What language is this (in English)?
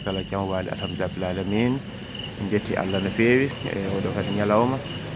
Fula